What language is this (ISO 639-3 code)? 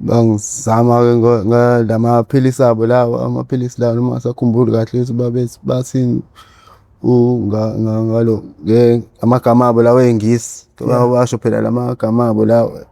zul